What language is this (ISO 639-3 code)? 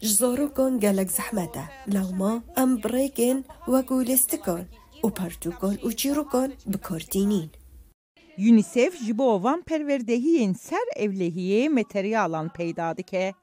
kur